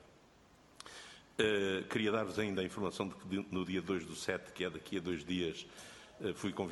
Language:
Portuguese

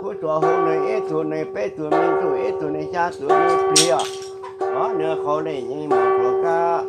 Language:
Hmong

